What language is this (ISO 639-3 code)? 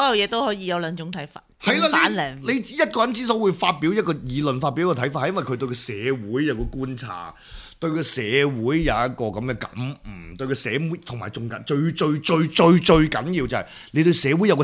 yue